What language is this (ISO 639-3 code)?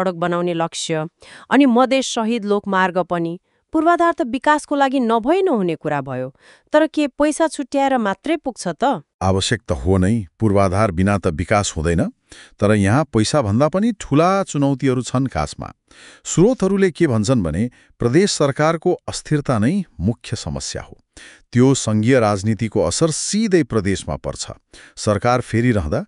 nep